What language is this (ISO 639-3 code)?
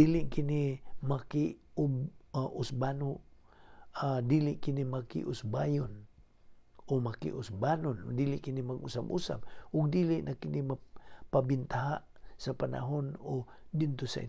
ceb